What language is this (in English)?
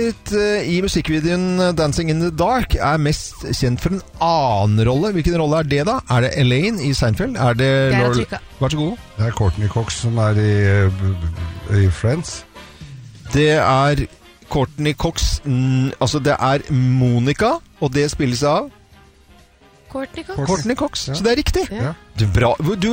Norwegian